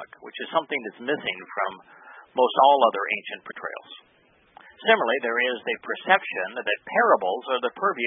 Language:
English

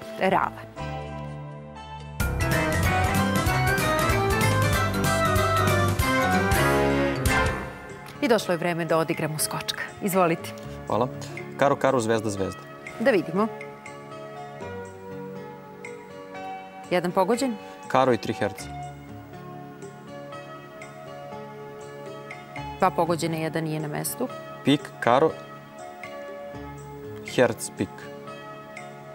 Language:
Serbian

